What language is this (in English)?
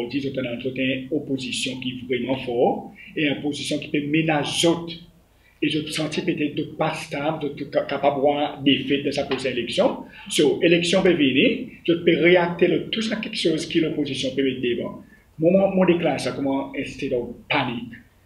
Seselwa Creole French